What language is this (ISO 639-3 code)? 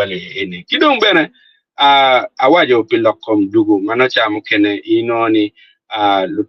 ach